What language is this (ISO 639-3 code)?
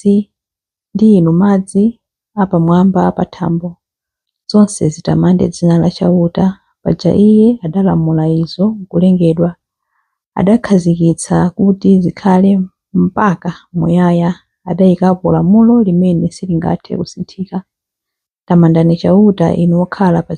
nya